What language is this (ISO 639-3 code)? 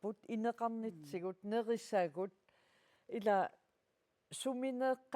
kal